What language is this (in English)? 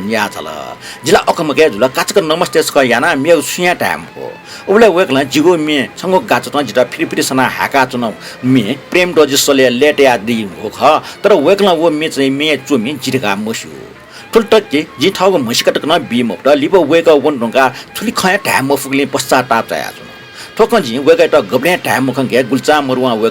Newari